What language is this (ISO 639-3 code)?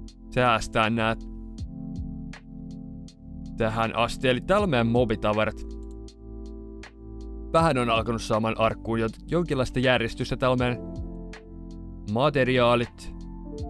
fin